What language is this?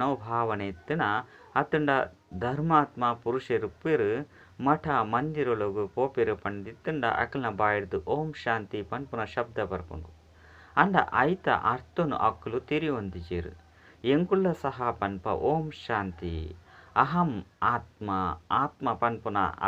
Tulu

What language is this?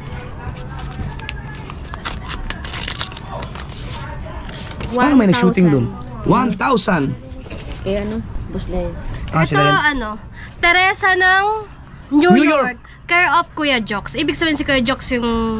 Filipino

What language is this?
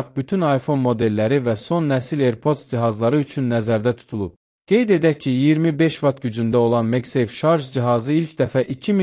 Azerbaijani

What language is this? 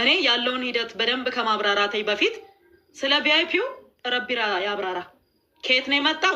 Amharic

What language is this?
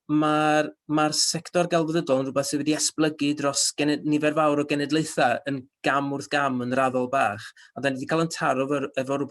Welsh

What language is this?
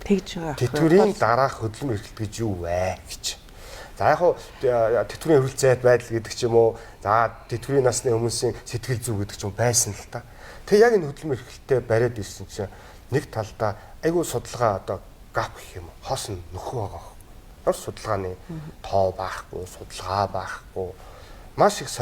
Mongolian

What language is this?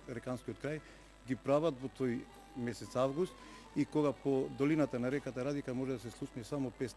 Macedonian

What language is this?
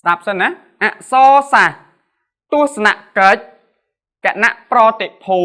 Khmer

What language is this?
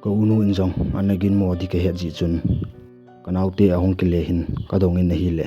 Thado Chin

